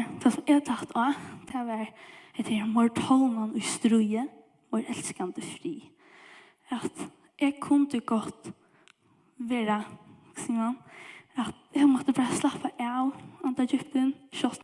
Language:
Faroese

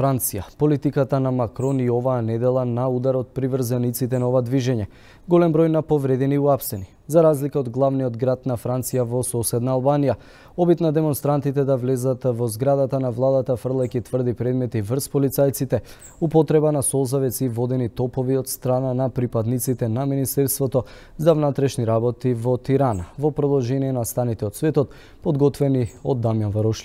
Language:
Macedonian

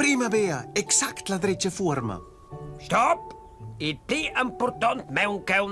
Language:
Romansh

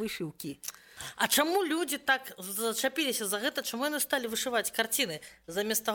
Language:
Belarusian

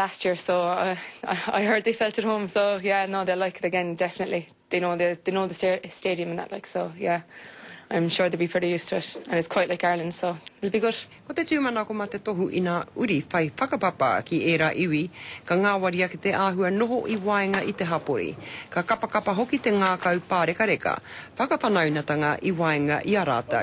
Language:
Māori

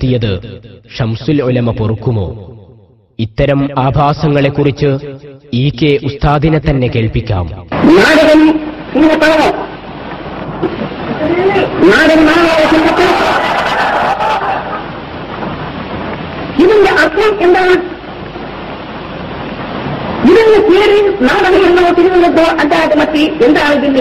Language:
Malayalam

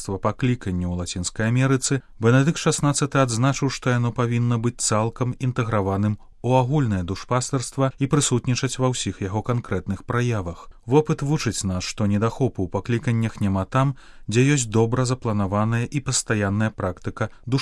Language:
Belarusian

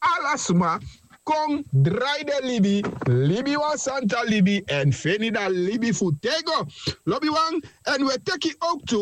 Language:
Sranan Tongo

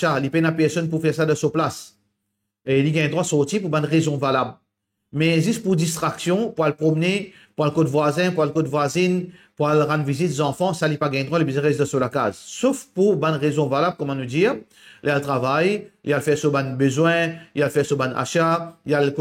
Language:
Morisyen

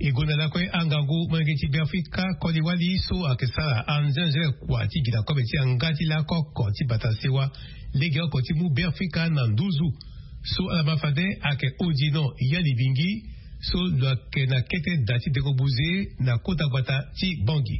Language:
Sango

